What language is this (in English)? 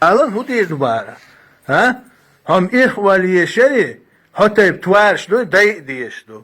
Chechen